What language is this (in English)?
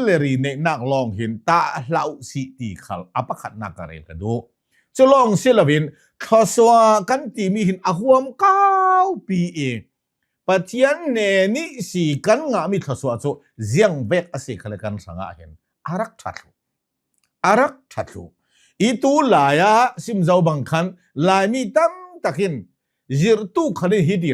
Hakha Chin